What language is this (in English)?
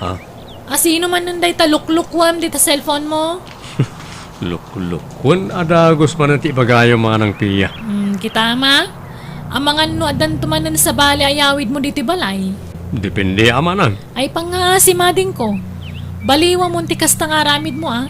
Iloko